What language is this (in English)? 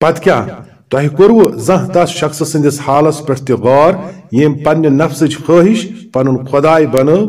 Kashmiri